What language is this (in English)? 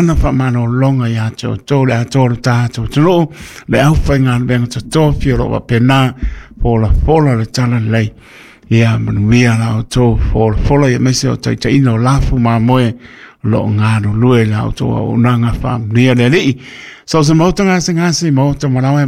Samoan